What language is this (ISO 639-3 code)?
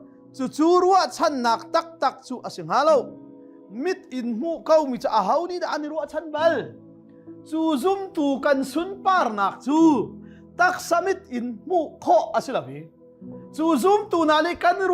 cnh